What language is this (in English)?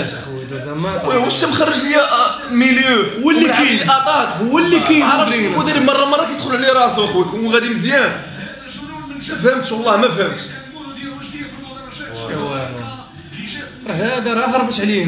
Moroccan Arabic